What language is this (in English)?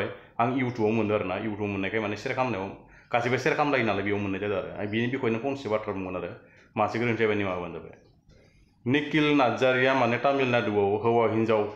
Bodo